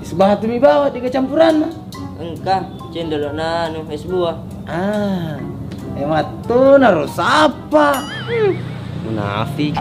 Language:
Buginese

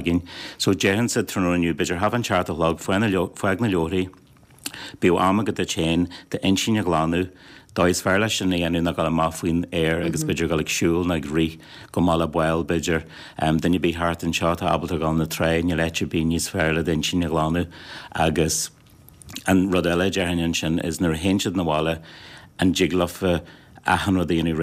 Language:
Irish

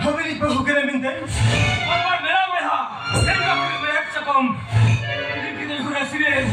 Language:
Santali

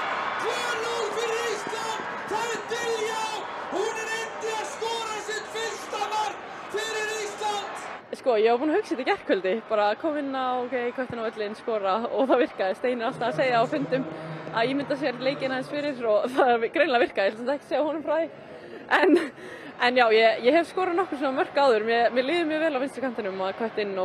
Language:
Icelandic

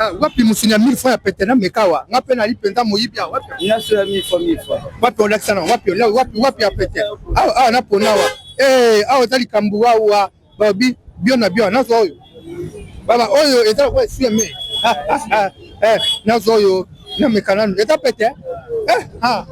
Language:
Lingala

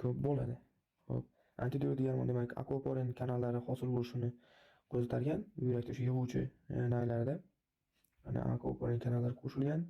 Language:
Uzbek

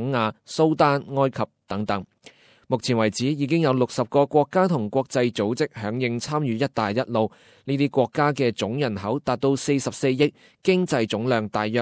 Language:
Cantonese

